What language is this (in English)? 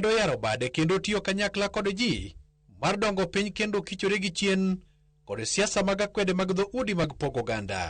Luo (Kenya and Tanzania)